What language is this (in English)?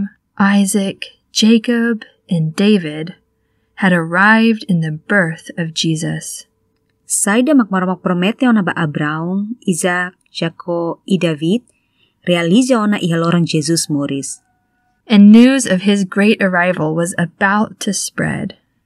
Tetum